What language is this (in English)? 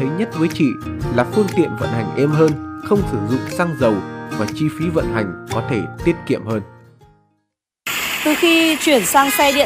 Vietnamese